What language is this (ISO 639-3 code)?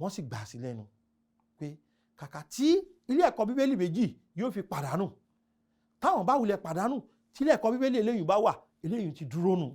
yor